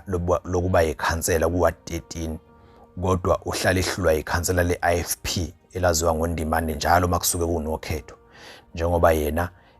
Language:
Zulu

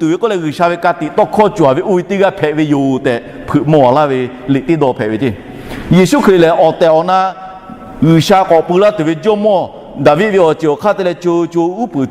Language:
Lahu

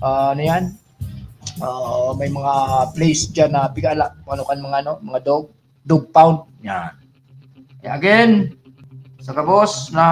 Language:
Bikol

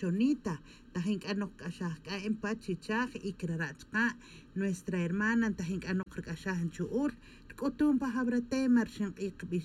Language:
Tz'utujil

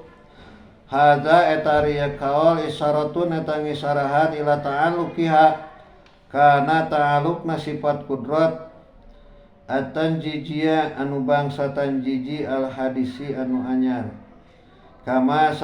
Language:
Sundanese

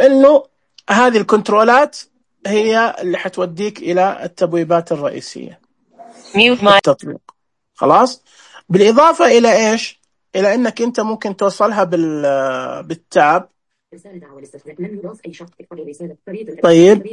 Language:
Najdi Arabic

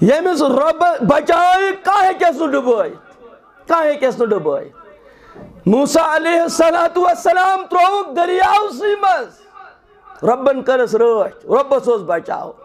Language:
Kashmiri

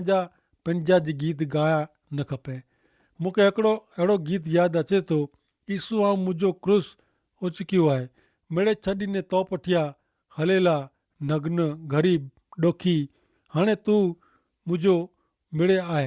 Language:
Kachhi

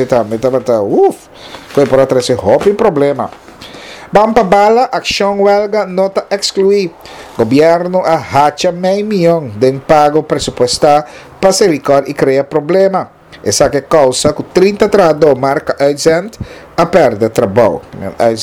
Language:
Papiamento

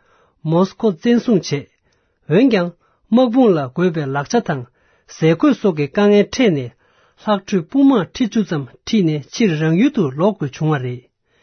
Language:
Tibetan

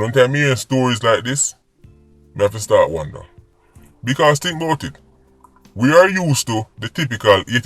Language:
Jamaican Creole English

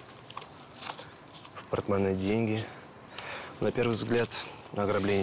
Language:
Russian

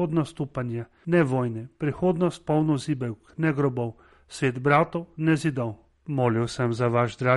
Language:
Slovenian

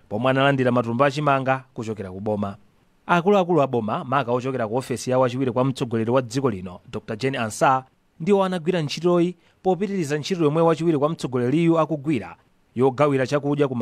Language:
Nyanja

